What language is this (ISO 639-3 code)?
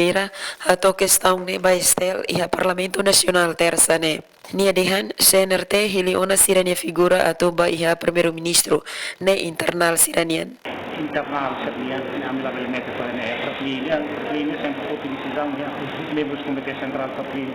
tet